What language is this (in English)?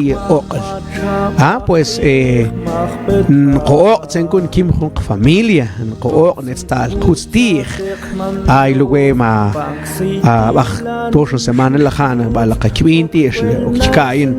Mam